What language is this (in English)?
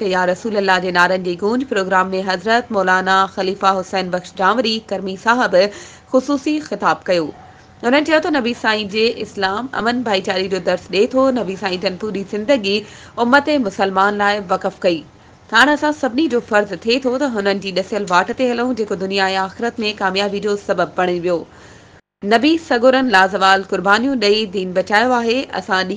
Sindhi